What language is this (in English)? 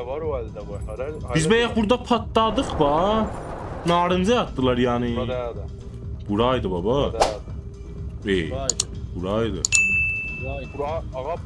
South Azerbaijani